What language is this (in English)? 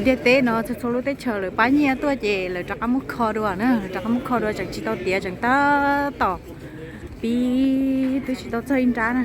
Hmong